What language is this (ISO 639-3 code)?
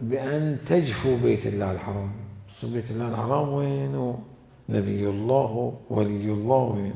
acm